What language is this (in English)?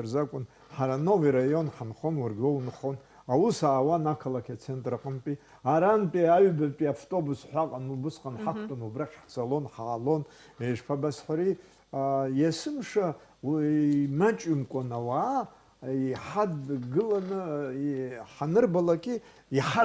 Abkhazian